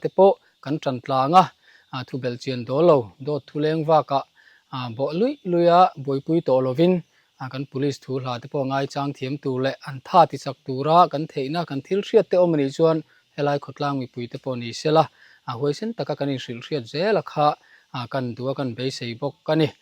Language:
Mizo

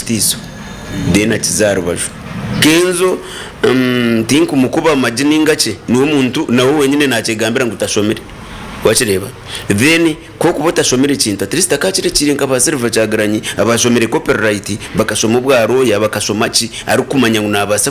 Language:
Nyankole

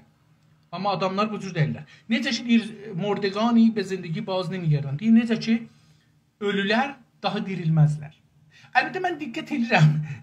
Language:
South Azerbaijani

